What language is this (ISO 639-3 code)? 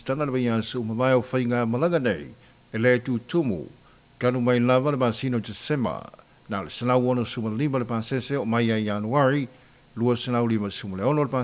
smo